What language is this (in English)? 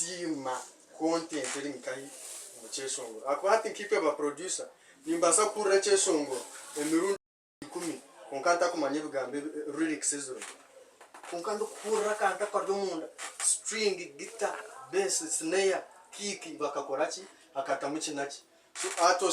Nyankole